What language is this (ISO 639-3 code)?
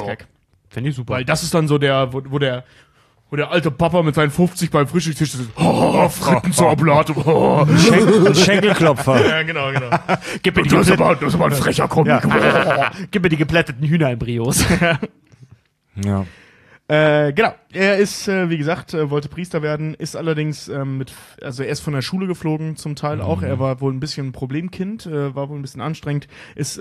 deu